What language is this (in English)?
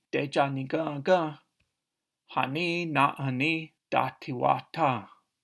Cherokee